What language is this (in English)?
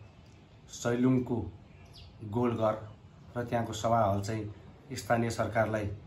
Nepali